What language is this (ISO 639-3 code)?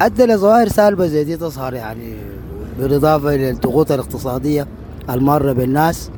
apd